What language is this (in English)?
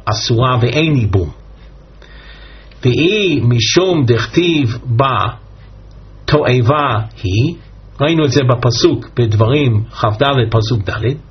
Hebrew